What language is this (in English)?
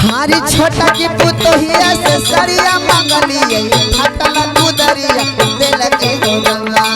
Magahi